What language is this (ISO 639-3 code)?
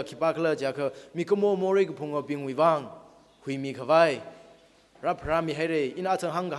nmf